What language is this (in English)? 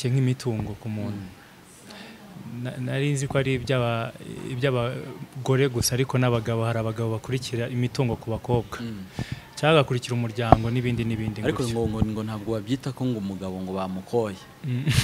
Kinyarwanda